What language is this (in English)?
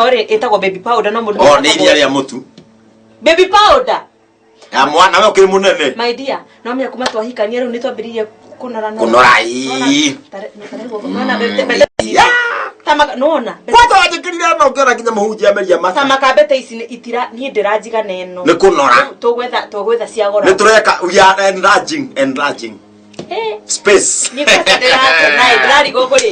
Kikuyu